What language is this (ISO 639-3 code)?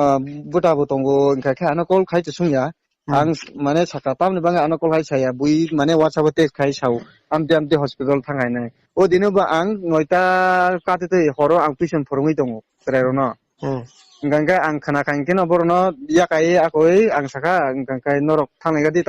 ria